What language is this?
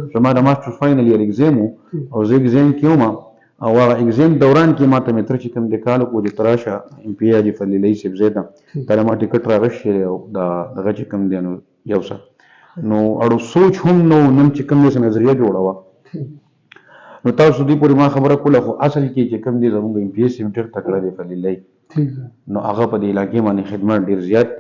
Pashto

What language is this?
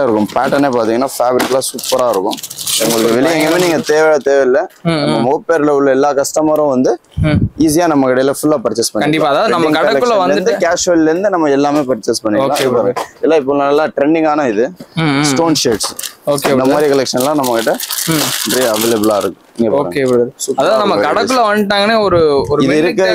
Tamil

